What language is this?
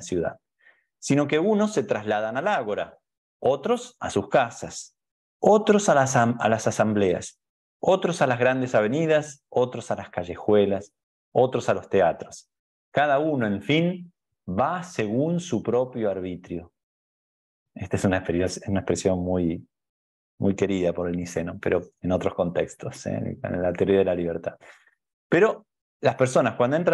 Spanish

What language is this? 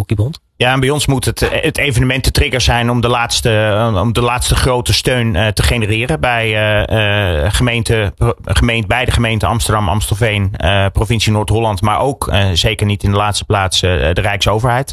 Dutch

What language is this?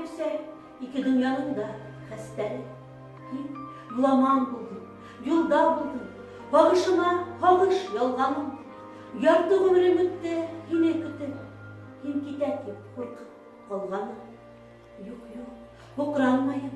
Bashkir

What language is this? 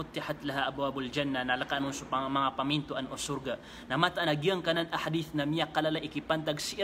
Maranao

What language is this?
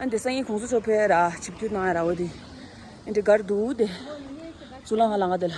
Tibetan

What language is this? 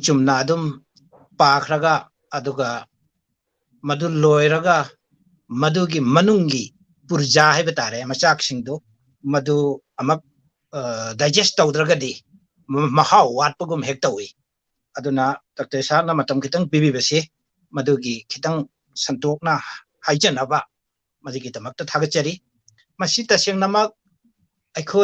Manipuri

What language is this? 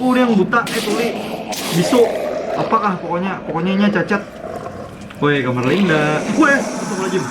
Banjar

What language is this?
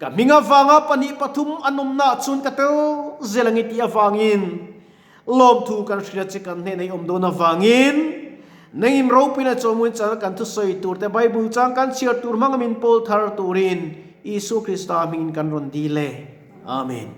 Mizo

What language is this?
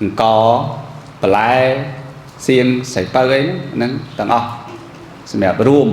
Khmer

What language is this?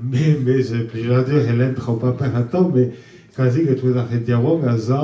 Breton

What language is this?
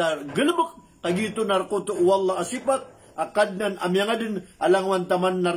Maranao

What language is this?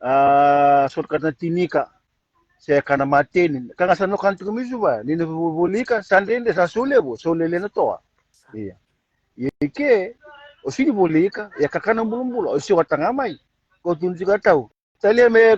Fijian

